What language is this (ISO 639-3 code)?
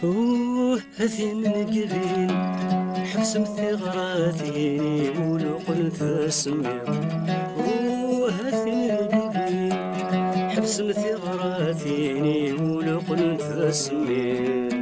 kab